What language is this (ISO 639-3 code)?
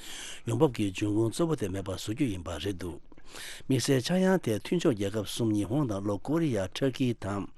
bod